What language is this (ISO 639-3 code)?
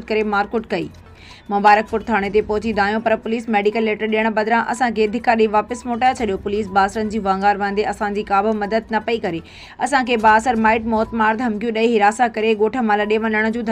snd